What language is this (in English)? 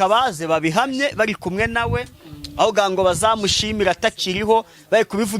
Kinyarwanda